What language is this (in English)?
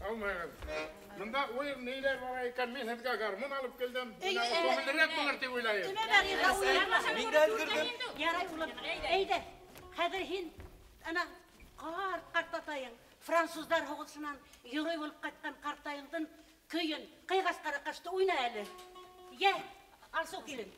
Bashkir